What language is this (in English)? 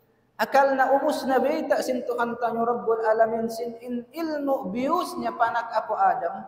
Tausug